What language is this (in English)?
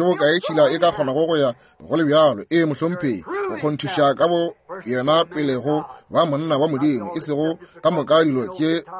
Northern Sotho